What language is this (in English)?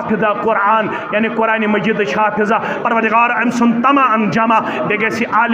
Kashmiri